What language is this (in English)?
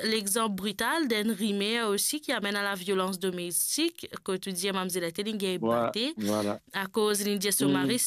Morisyen